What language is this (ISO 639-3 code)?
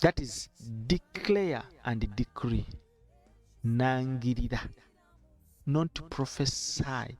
lug